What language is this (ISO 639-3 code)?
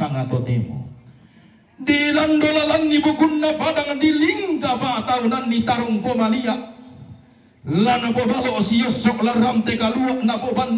sda